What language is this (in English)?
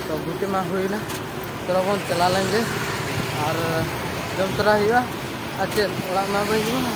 Santali